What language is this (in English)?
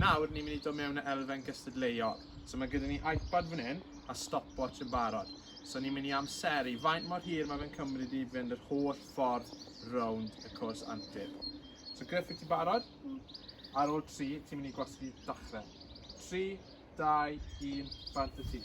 Welsh